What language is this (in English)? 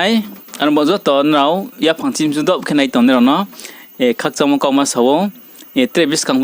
Riang (India)